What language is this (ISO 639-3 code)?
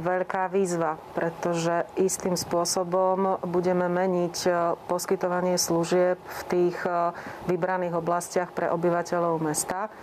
slk